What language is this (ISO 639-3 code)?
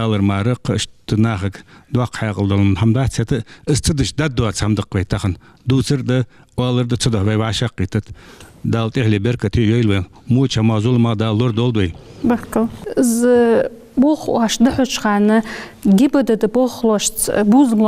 inh